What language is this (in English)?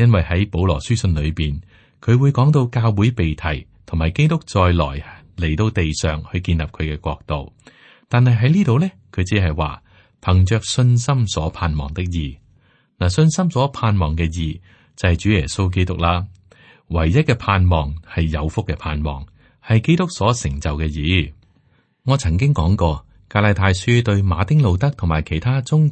Cantonese